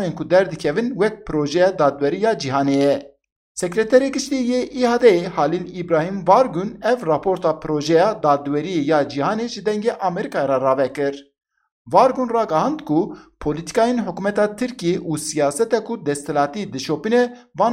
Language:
Kurdish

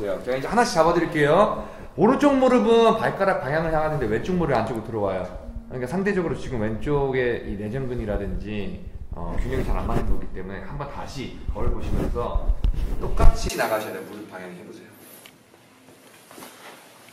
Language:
Korean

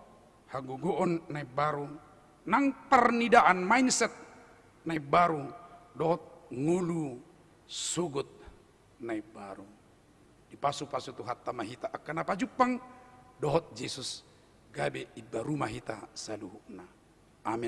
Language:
Batak Toba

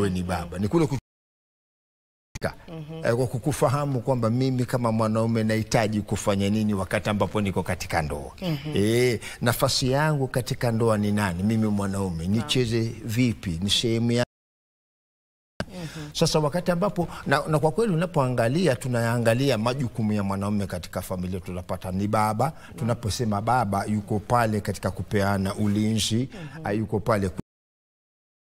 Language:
Swahili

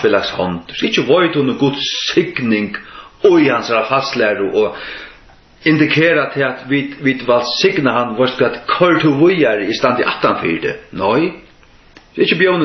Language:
Faroese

